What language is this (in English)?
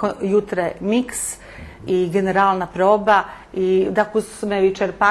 Rusyn